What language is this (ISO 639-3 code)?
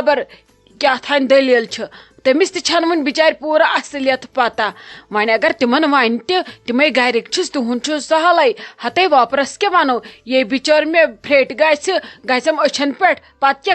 kas